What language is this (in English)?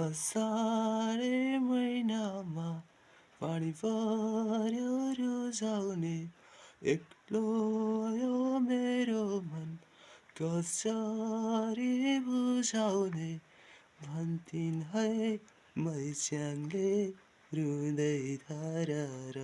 Nepali